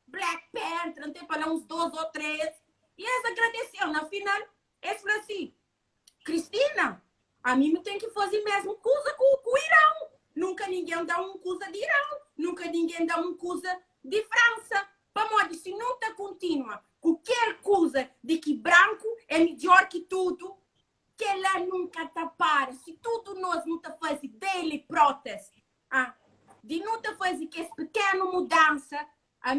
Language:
Kabuverdianu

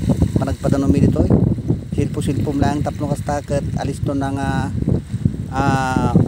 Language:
Iloko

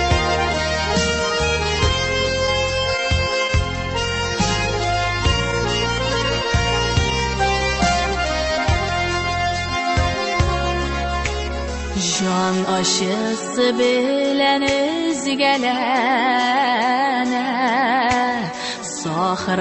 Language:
Tatar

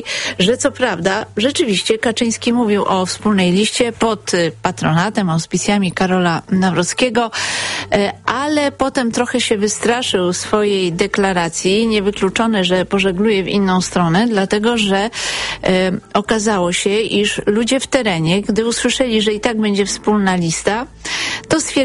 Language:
Polish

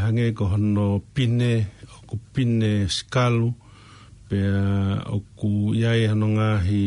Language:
Tongan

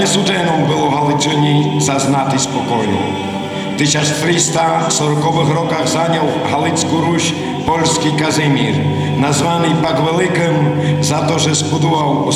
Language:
Rusyn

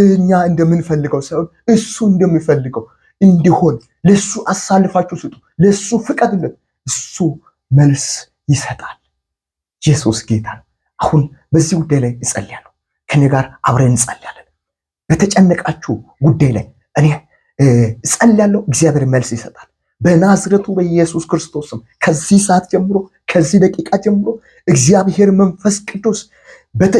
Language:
Amharic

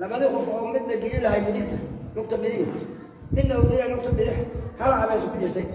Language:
Somali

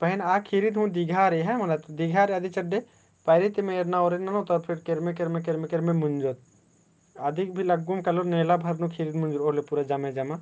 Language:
Kurukh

